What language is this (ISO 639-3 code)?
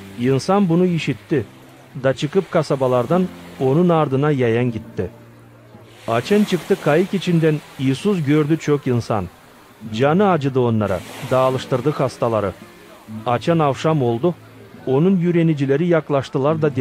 gag